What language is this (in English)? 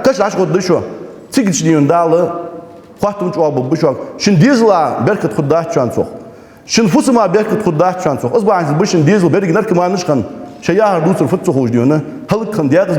Ingush